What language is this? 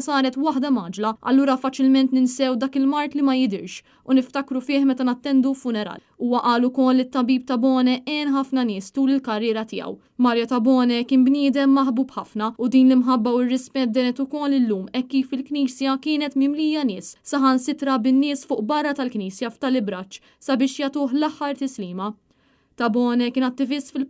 Maltese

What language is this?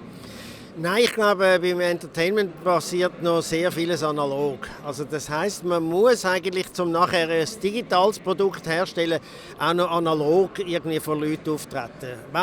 Swiss German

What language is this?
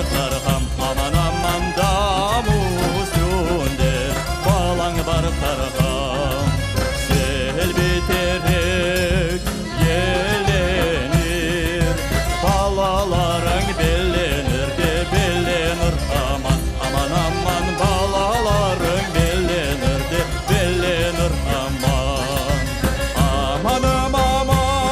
Crimean Tatar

